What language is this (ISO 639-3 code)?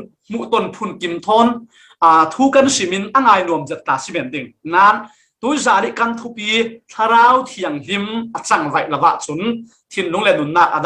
cfm